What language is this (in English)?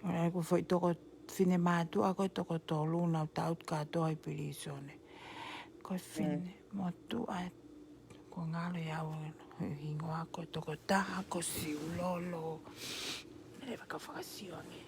Tongan